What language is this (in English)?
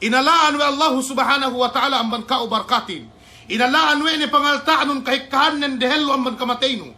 Yakan